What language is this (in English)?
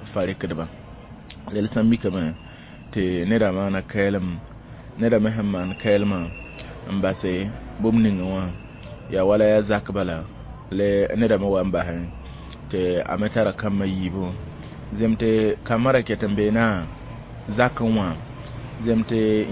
Mossi